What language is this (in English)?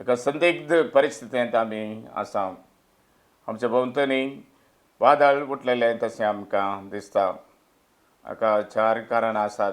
Konkani